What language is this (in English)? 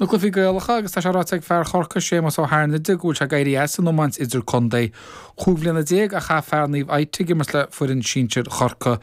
Irish